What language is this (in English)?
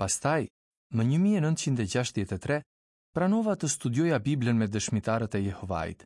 Albanian